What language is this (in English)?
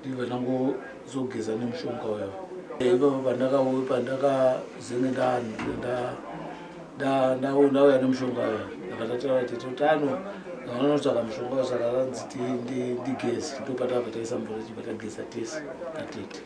Shona